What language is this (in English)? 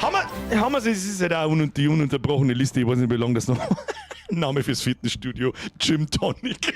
Bavarian